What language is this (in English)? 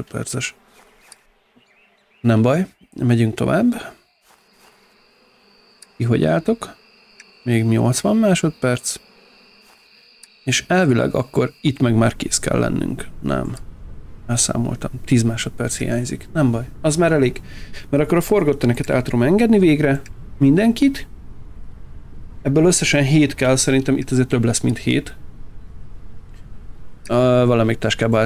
Hungarian